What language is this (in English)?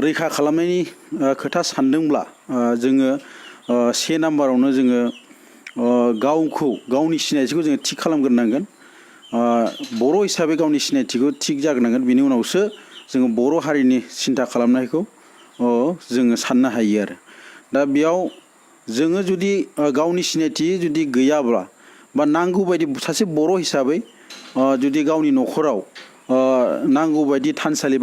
Bodo